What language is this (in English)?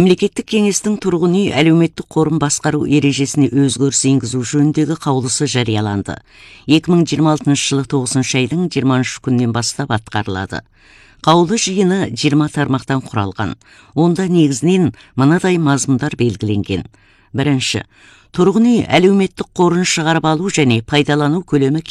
Kazakh